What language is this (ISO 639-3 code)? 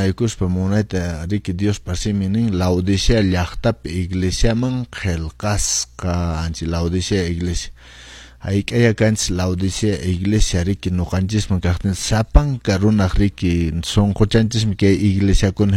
que